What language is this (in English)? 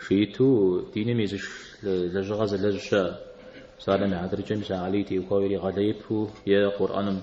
Kabardian